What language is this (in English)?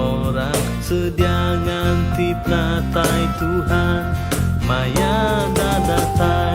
Iban